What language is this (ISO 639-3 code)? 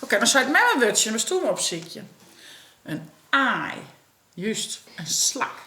fry